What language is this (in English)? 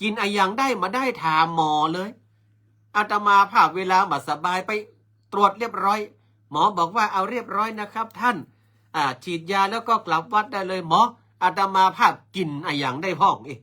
Northern Thai